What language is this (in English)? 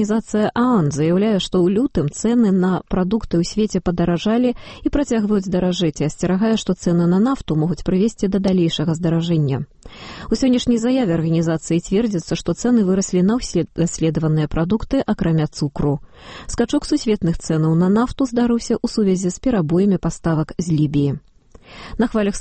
Belarusian